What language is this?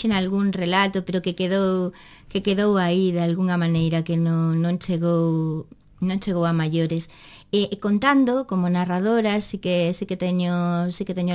Galician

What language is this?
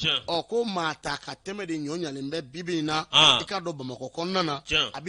Bambara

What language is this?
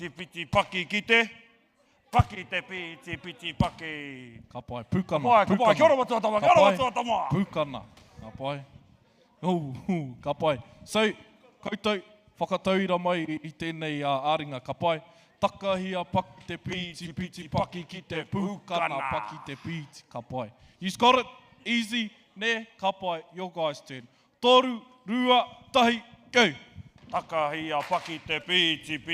Māori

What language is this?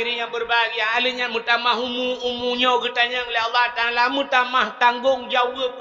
Achinese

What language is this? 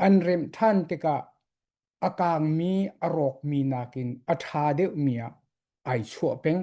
Hakha Chin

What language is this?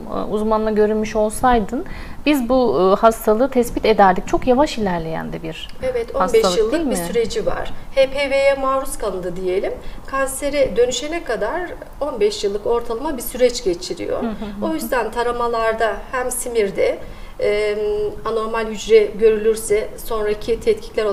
Turkish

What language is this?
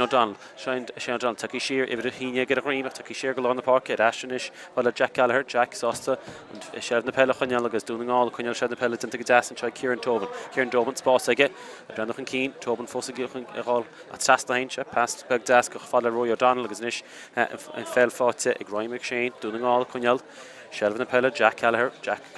Irish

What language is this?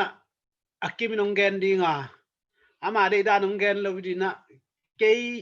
Tedim Chin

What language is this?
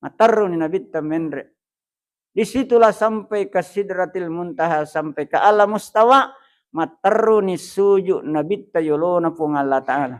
Buginese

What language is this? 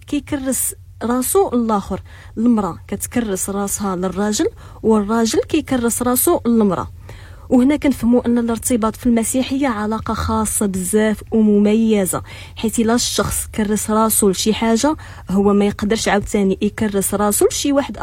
Moroccan Arabic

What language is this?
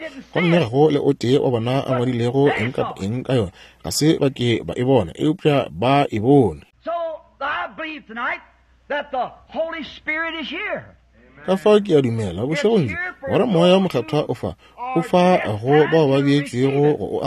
Northern Sotho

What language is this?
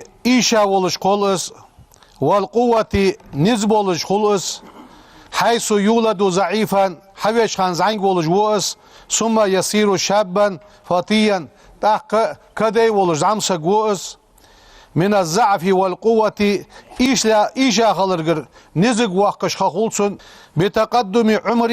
Ingush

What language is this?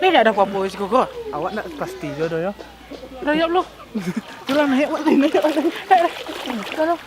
Minangkabau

